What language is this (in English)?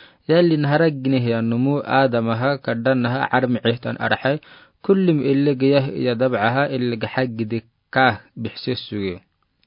Afar